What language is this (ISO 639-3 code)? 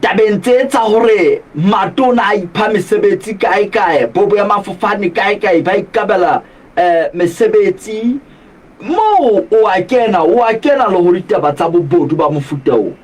sot